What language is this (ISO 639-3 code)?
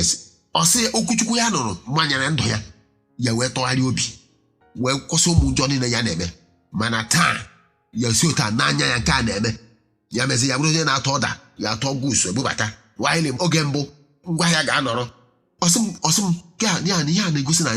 ibo